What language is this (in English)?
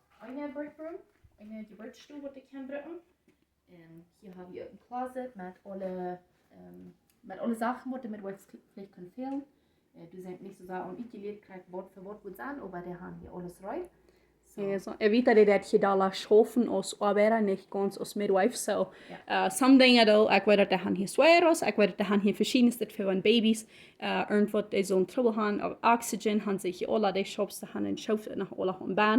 Plautdietsch